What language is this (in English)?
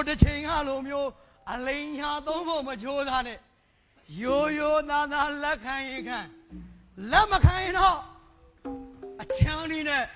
Burmese